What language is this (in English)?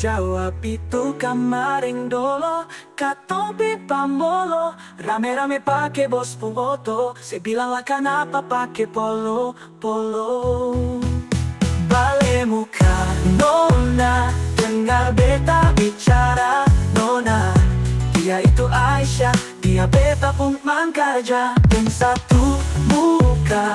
Ambonese Malay